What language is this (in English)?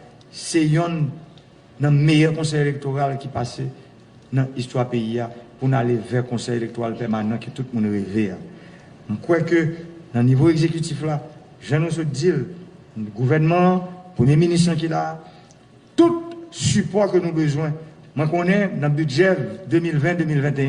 Haitian Creole